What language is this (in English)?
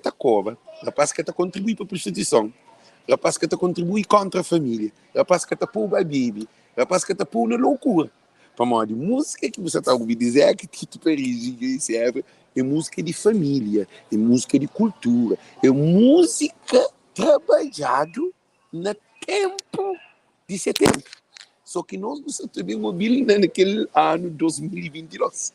Kabuverdianu